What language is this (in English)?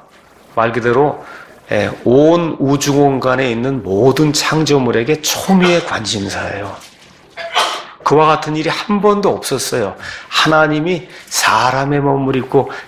Korean